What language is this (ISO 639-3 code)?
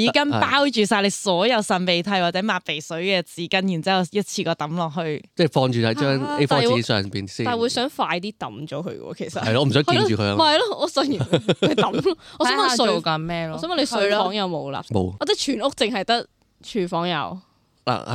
yue